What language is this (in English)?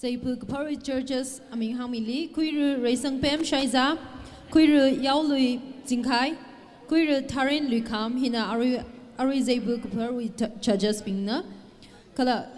Tangkhul Naga (India)